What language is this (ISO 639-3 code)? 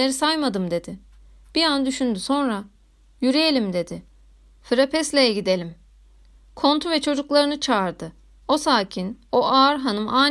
tur